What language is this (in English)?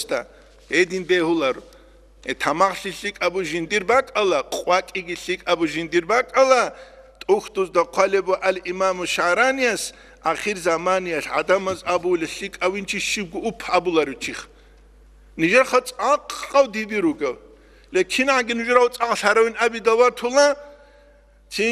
Avaric